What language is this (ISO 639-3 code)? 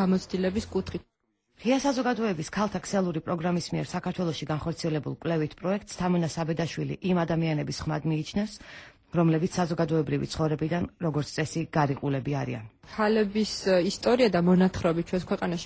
kat